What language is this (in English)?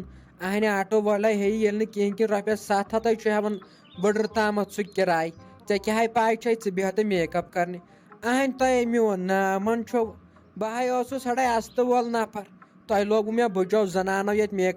Kashmiri